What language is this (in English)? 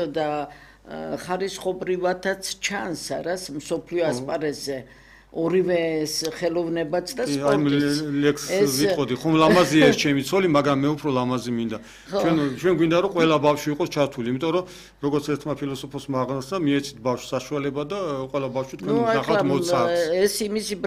Georgian